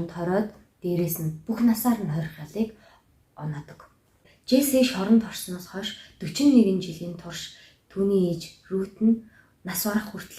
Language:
Mongolian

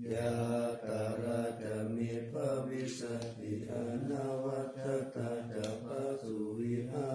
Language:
Pali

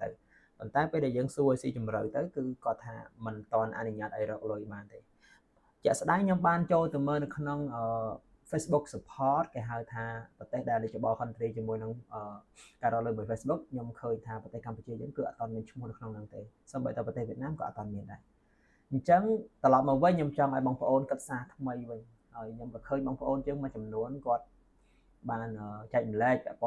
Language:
Khmer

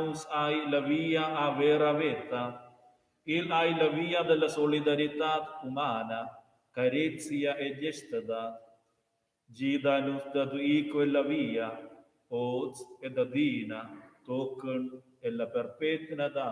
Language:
Romansh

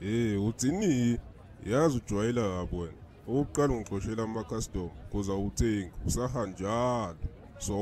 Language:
Zulu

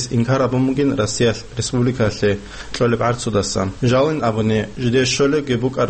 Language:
Avaric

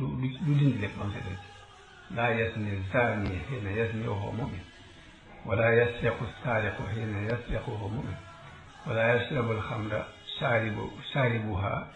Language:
Wolof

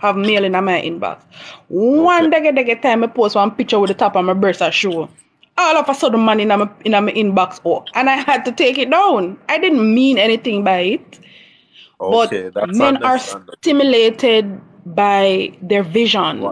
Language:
Jamaican Creole English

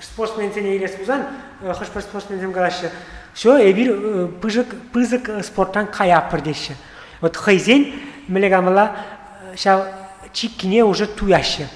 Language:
Chuvash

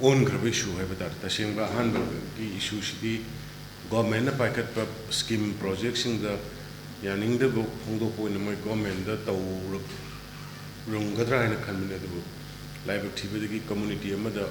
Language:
Manipuri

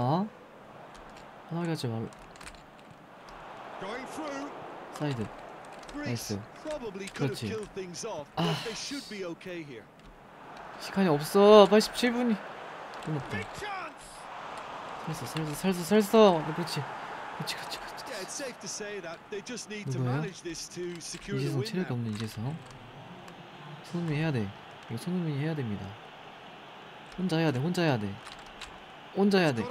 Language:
Korean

